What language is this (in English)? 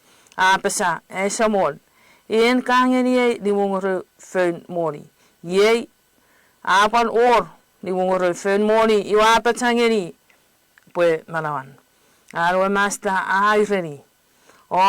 Chuukese